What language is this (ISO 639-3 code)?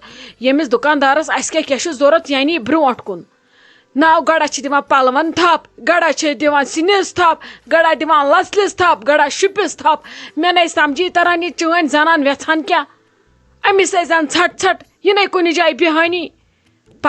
kas